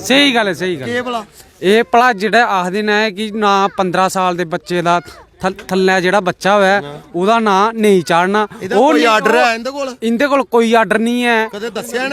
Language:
Dogri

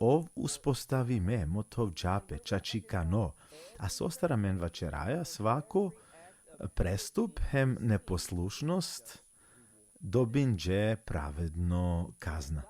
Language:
Balkan Romani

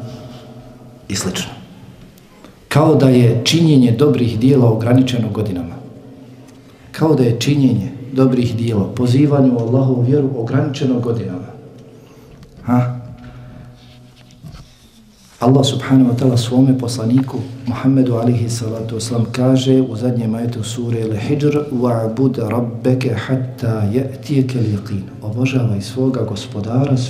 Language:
Bosnian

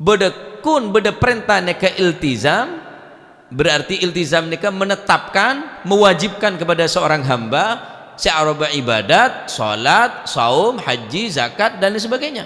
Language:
Madurese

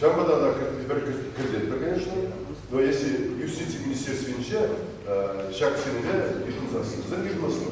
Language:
Chuvash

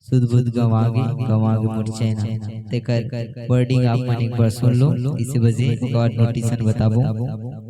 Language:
Chhattisgarhi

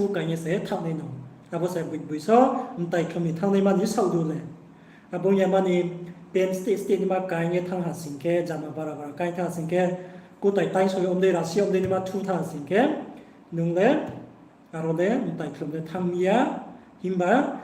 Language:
Riang (India)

